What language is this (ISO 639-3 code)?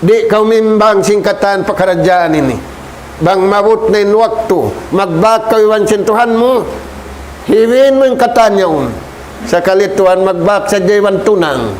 tsg